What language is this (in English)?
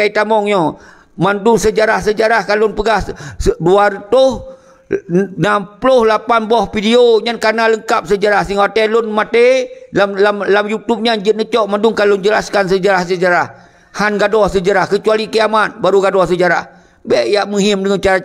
Achinese